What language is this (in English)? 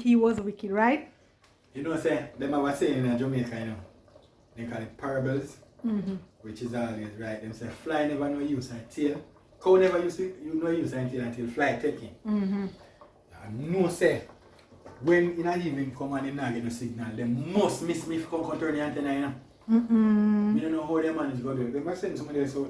Jamaican Creole English